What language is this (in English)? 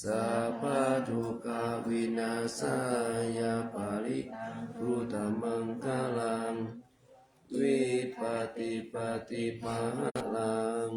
Pali